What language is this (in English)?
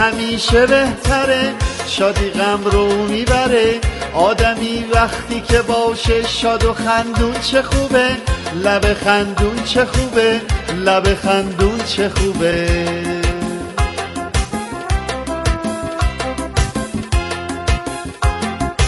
Persian